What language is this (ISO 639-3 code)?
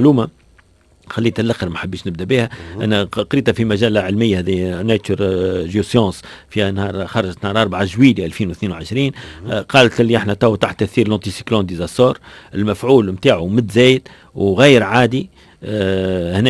aeb